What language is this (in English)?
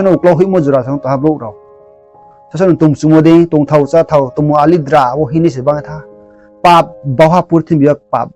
Riang (India)